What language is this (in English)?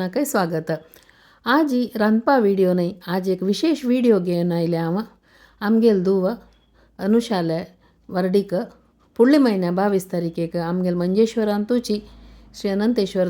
Konkani